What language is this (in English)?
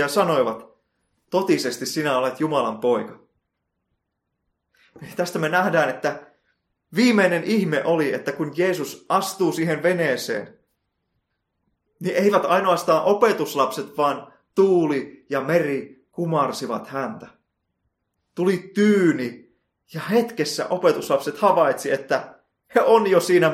Finnish